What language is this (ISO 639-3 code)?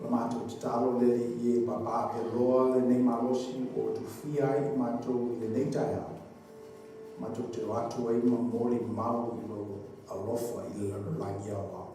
smo